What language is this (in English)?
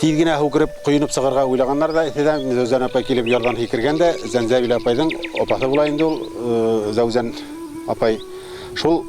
Bashkir